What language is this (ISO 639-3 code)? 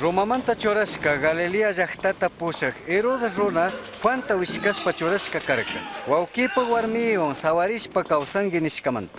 qug